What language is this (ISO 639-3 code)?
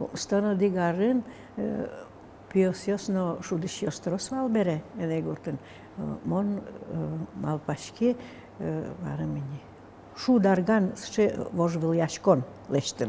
udm